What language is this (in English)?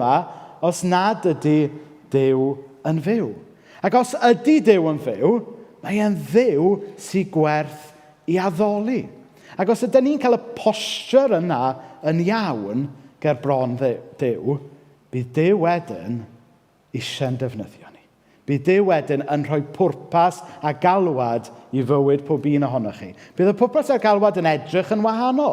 Welsh